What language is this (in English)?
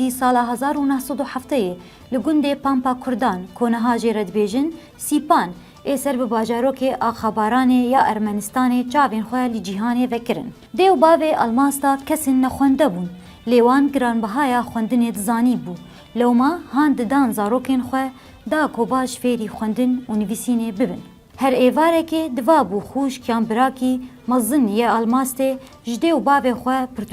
Kurdish